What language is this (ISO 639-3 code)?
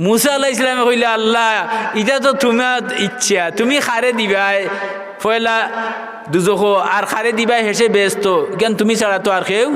syl